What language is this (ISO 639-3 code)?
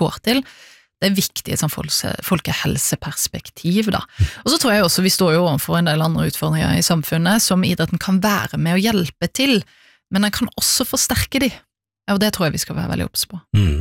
nor